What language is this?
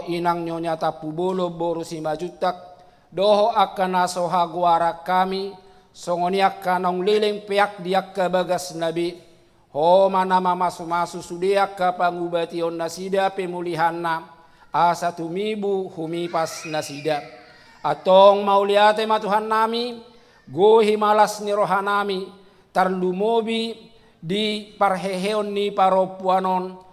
Batak Toba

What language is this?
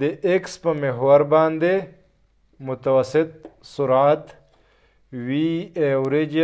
Pashto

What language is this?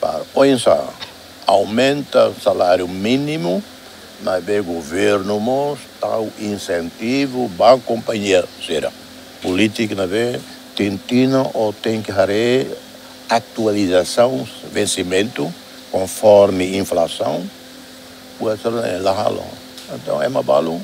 Tetum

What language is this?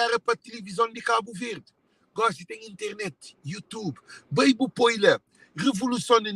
Kabuverdianu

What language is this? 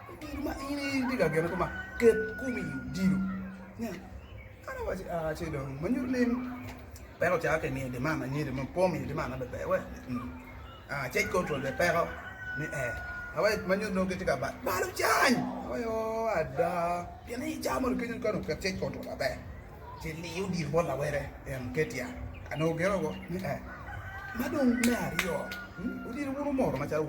Acoli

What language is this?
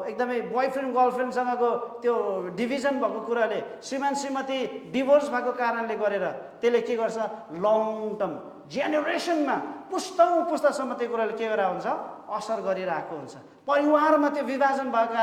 Nepali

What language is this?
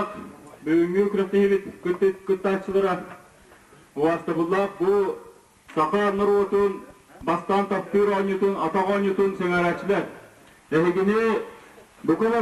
Yakut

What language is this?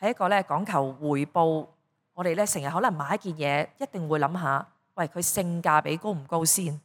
Cantonese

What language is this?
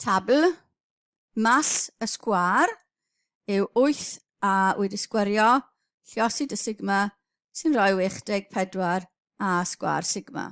Welsh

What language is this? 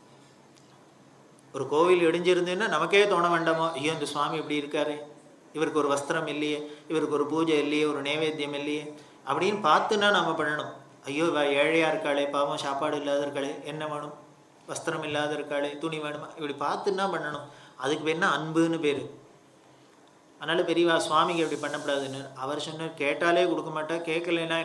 Tamil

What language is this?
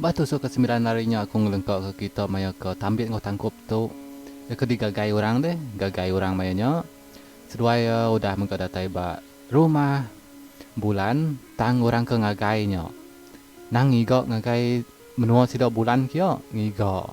Iban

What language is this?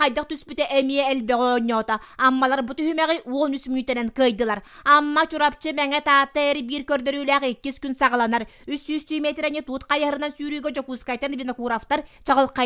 Yakut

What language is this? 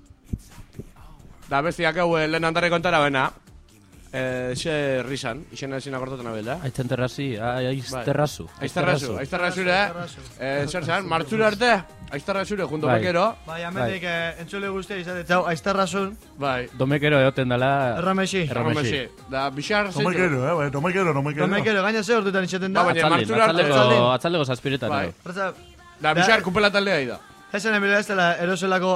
Basque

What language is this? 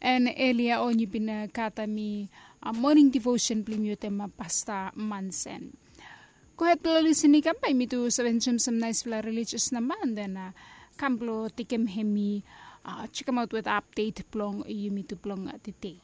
Bislama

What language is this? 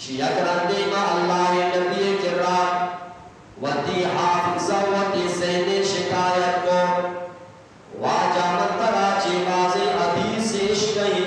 Eastern Balochi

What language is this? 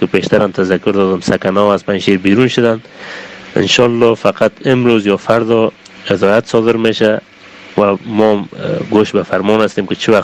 Persian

